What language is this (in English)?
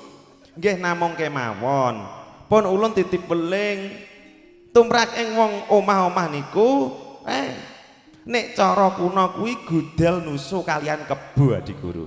Javanese